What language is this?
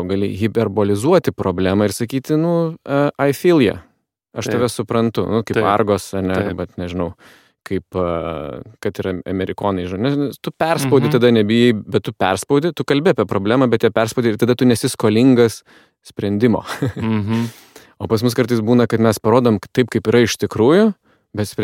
Lithuanian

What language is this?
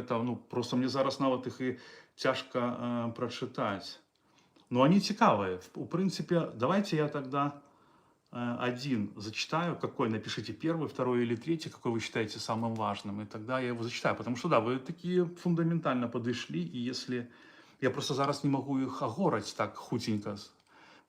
Belarusian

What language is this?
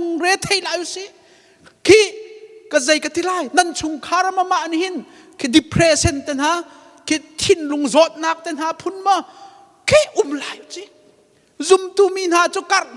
Hakha Chin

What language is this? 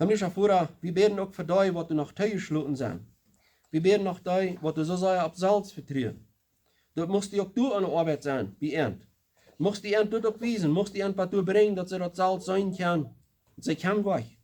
Plautdietsch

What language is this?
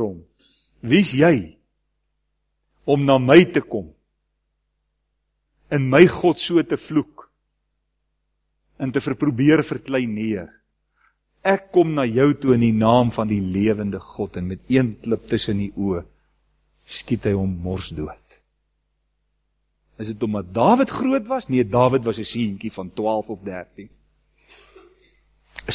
Afrikaans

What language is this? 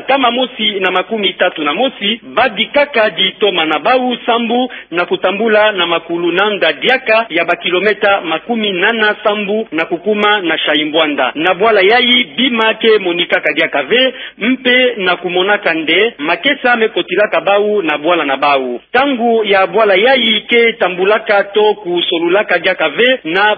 Kituba (Democratic Republic of Congo)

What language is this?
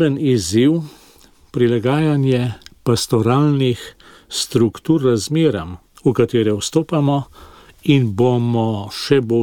Slovenian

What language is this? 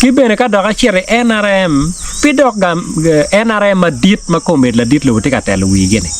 Acoli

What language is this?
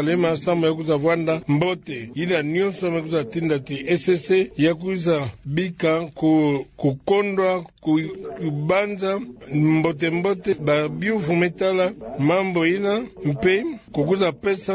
Kituba (Democratic Republic of Congo)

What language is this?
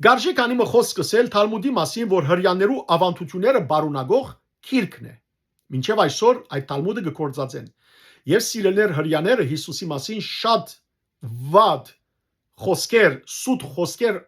Western Armenian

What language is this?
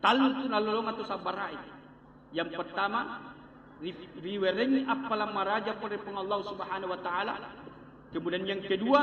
Buginese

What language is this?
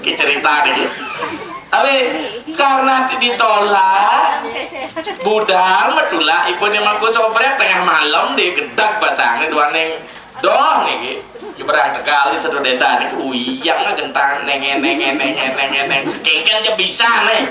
Balinese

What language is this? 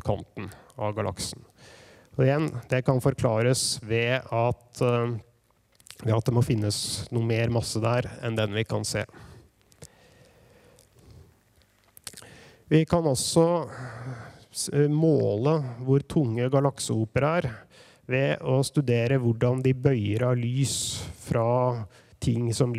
Norwegian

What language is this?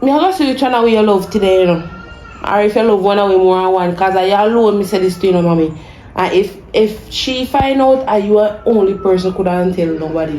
Jamaican Creole English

